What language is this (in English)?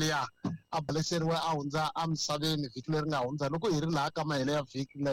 Tsonga